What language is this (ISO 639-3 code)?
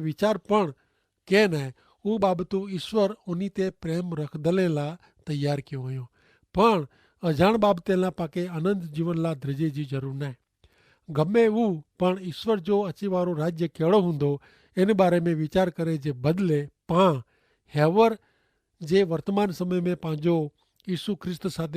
kfr